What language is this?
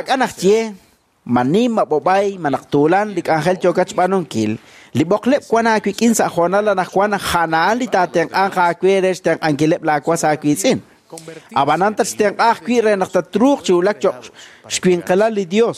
Kekchí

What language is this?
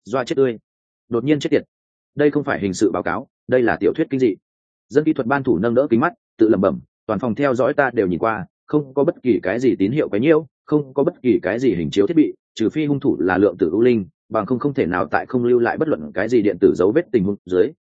Vietnamese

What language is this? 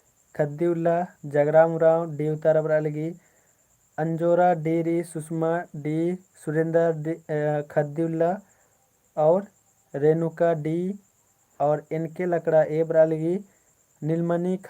Kurukh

